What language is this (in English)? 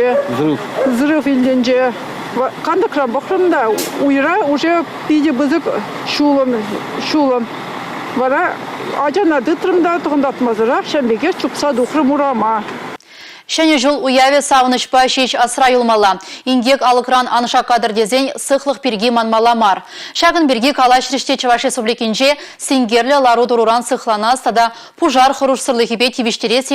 Chuvash